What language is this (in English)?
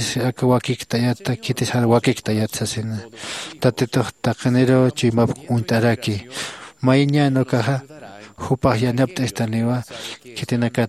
Aymara